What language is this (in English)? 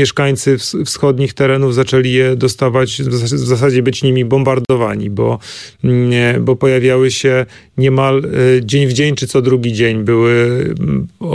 Polish